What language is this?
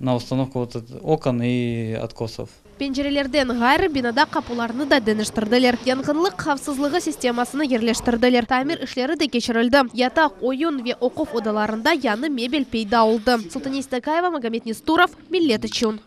Crimean Tatar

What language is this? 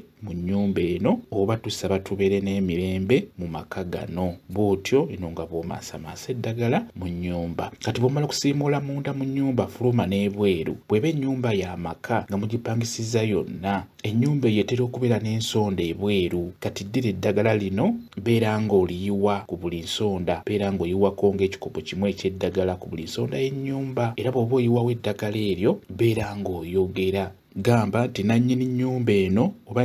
Ganda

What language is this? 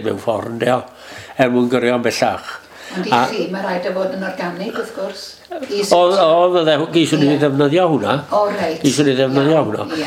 Welsh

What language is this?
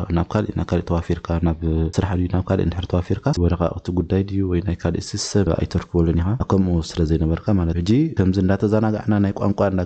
Tigrinya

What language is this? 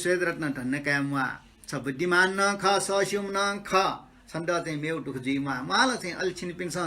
Newari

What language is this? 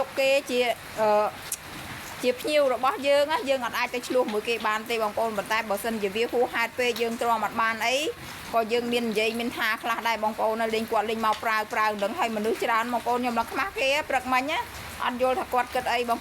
Khmer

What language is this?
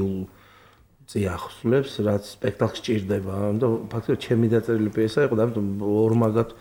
Georgian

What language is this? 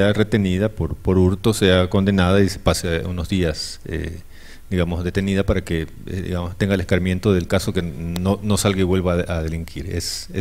Spanish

